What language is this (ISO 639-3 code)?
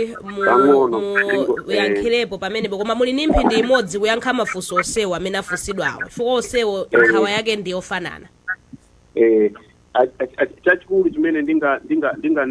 nya